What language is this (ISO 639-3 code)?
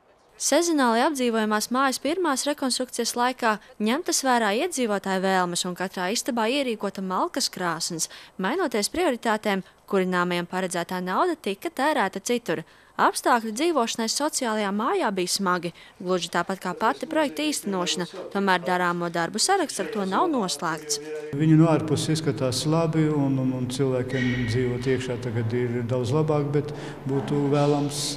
lav